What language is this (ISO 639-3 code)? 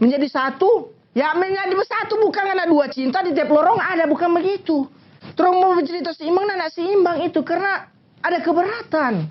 xmm